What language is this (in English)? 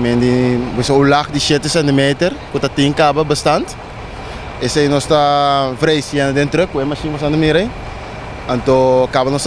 Papiamento